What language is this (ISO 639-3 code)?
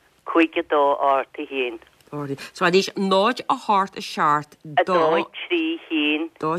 gle